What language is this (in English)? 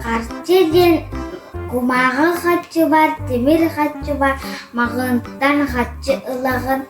Yakut